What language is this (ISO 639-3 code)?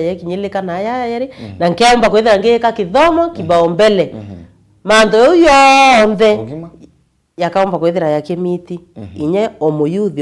mer